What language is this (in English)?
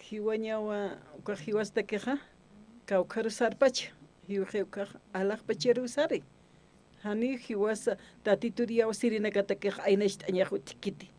Aymara